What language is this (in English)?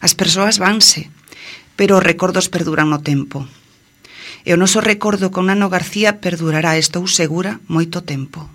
Galician